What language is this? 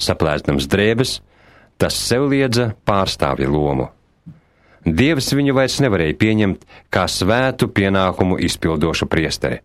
Latvian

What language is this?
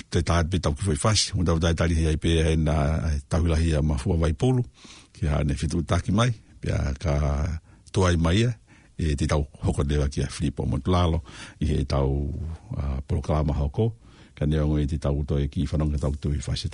Tongan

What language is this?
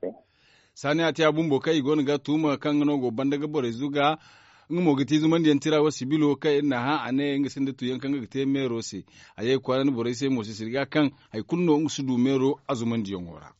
Zarma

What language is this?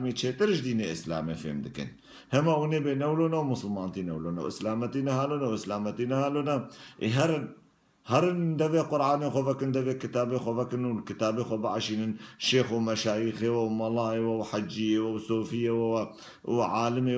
Kurdish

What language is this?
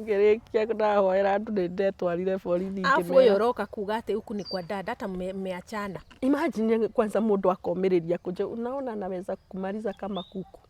Kikuyu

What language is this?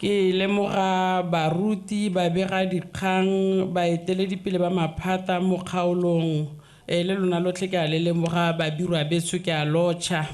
Tswana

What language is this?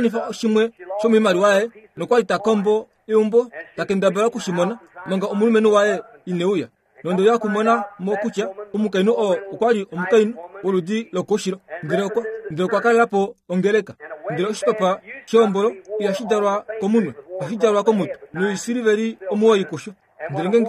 Kuanyama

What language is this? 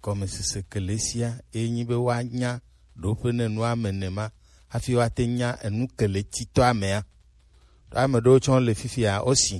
Gen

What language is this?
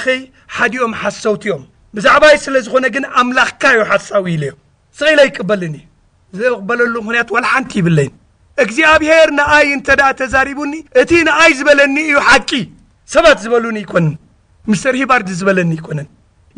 Tigrinya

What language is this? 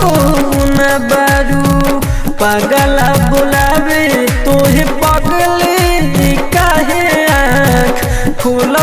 Bhojpuri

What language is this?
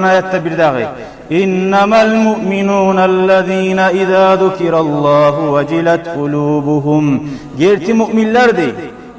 Kumyk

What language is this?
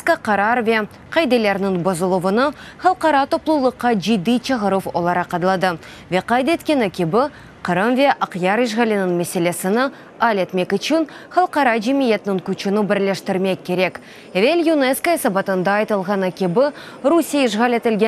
Crimean Tatar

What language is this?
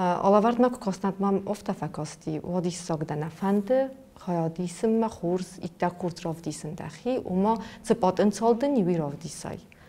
Ossetic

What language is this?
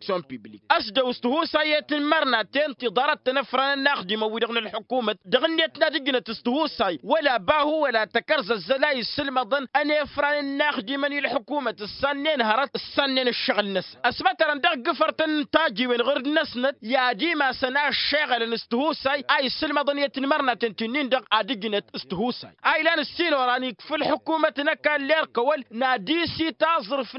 Tamasheq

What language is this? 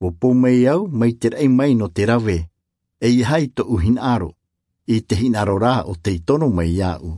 Tahitian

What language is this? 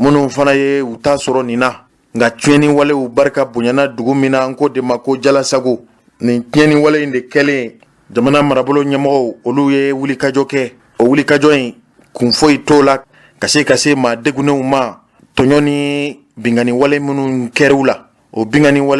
Bambara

